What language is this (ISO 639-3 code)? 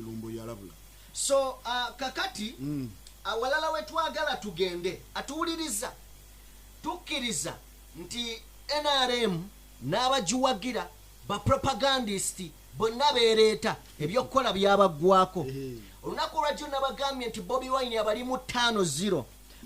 lug